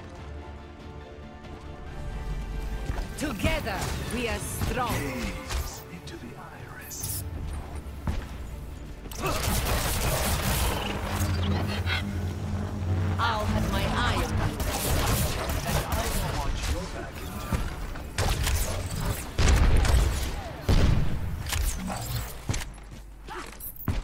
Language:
English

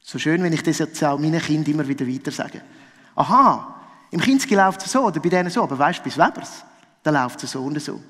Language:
Swiss German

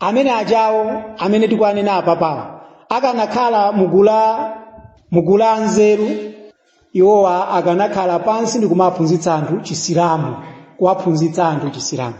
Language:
Nyanja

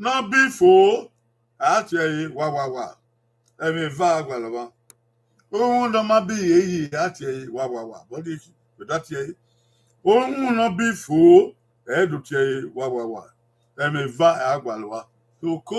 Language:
Bini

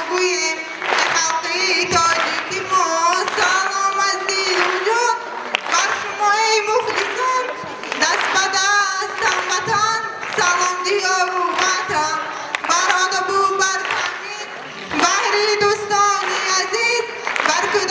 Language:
Tajik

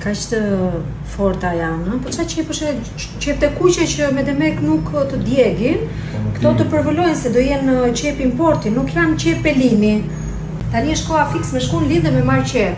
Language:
Albanian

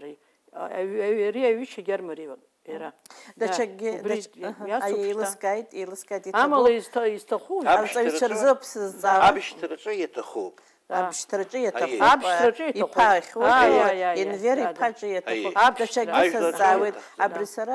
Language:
Abkhazian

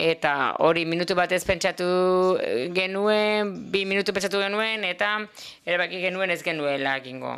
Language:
Basque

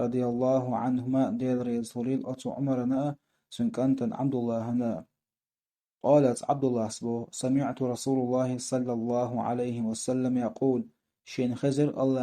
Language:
Chechen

